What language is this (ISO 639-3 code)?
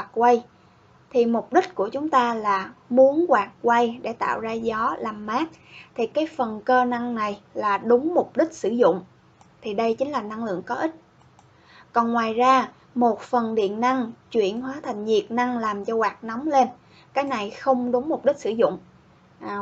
vie